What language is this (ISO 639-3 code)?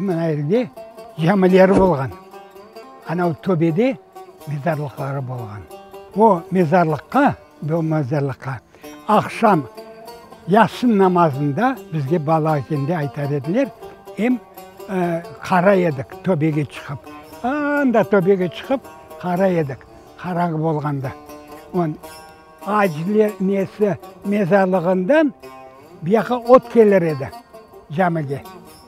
crh